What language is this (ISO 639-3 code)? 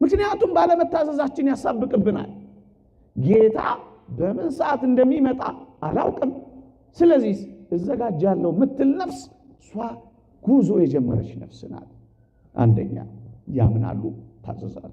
amh